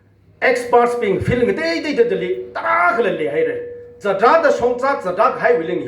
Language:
Tangkhul Naga (India)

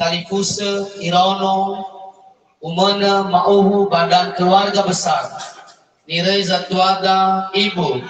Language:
Nias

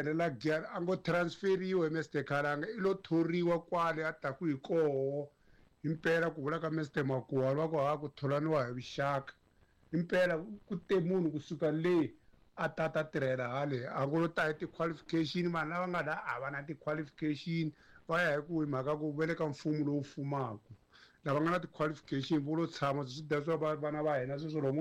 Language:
Tsonga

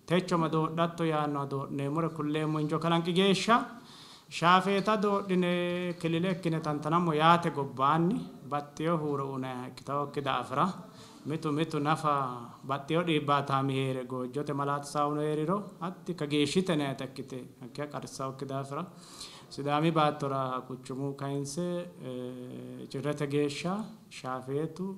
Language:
Sidamo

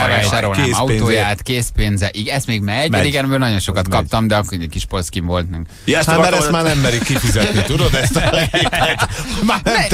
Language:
Hungarian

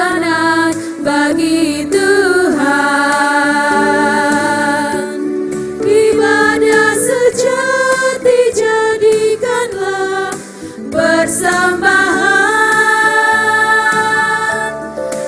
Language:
Ambonese Malay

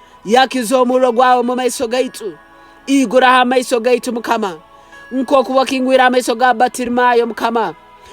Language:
Nyoro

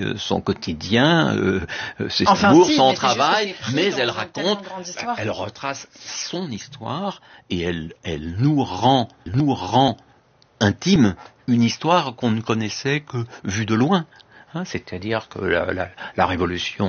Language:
French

